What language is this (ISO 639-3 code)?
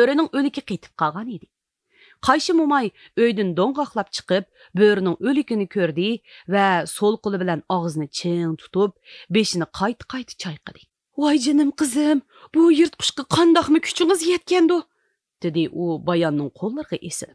uig